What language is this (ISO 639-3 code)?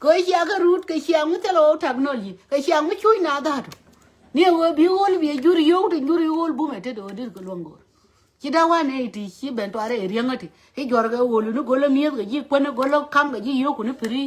nus